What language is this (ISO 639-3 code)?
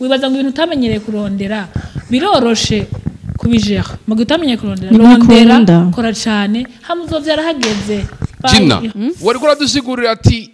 run